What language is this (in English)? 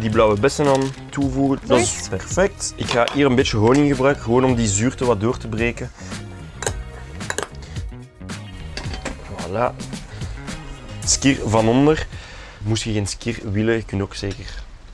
Dutch